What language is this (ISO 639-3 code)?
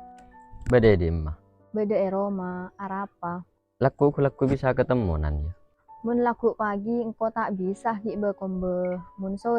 mad